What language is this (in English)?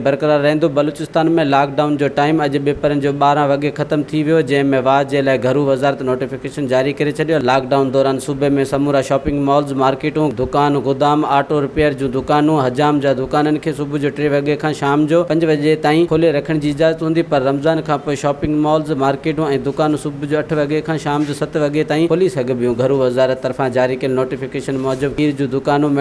Sindhi